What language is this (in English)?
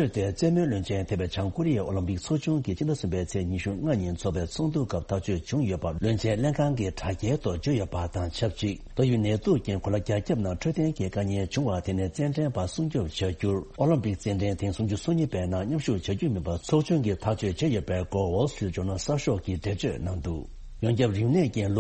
Tibetan